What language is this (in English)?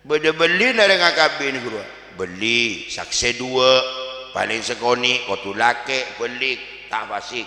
Madurese